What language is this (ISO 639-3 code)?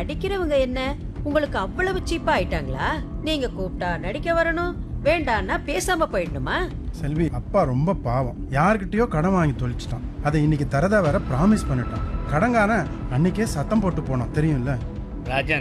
tam